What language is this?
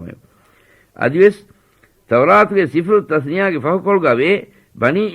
Divehi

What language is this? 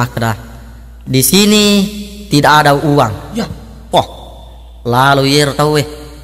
Buginese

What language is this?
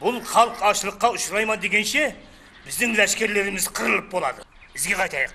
Kara-Kalpak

